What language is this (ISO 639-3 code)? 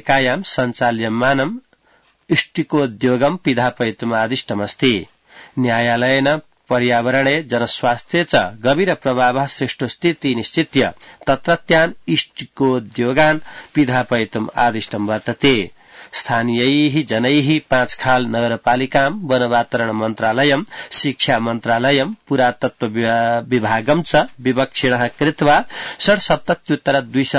san